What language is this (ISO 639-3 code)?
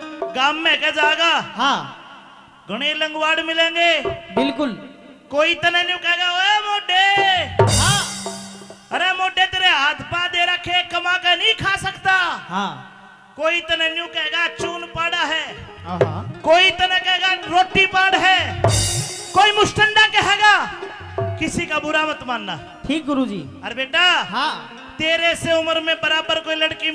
bgc